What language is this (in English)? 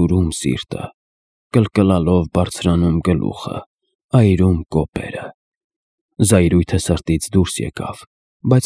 Armenian